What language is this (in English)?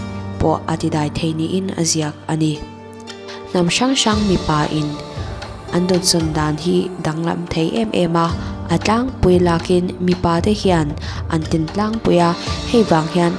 Mizo